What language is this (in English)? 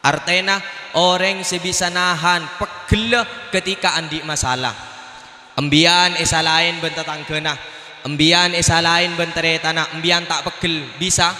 Madurese